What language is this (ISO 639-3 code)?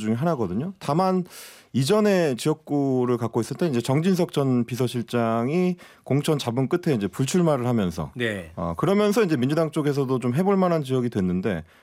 kor